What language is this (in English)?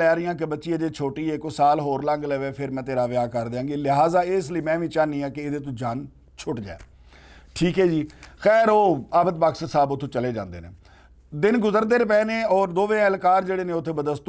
Western Panjabi